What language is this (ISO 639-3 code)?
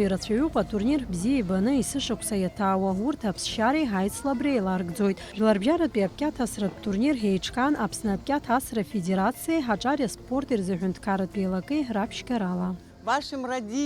abk